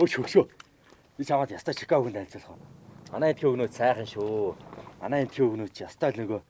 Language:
Mongolian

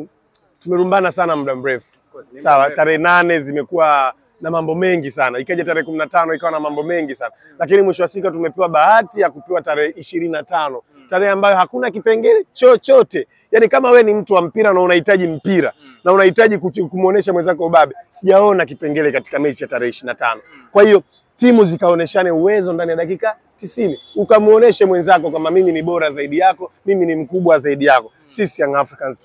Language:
Swahili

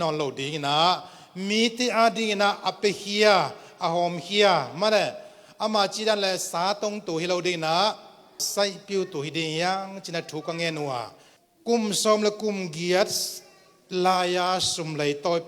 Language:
Tedim Chin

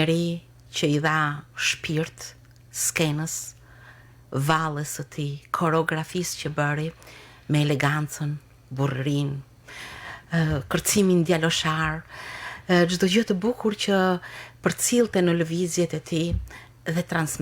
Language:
Albanian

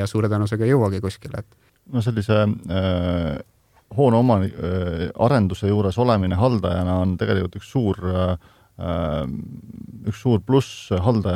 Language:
Estonian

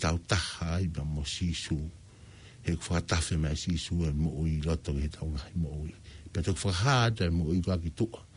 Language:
Tongan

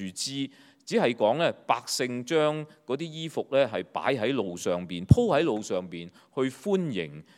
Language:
Cantonese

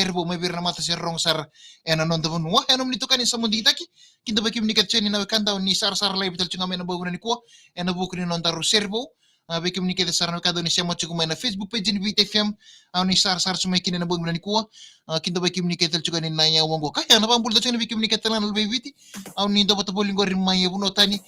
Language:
Fijian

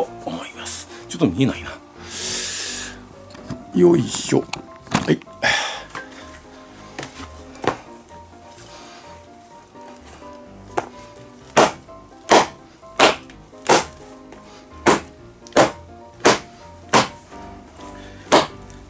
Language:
Japanese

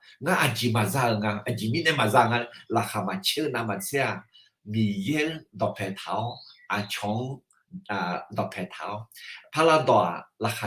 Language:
Akha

